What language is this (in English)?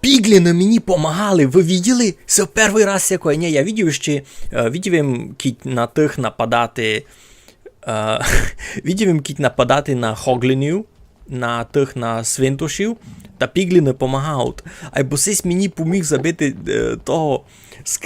Rusyn